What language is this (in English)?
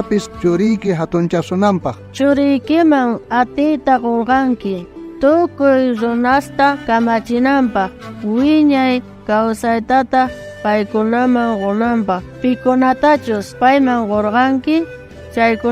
South Bolivian Quechua